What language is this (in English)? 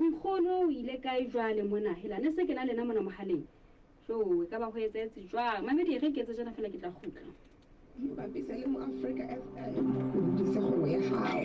Southern Sotho